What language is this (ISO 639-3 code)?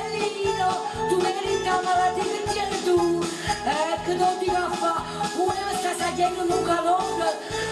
nap